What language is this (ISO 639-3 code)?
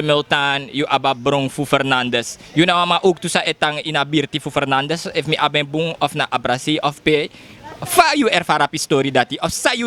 srn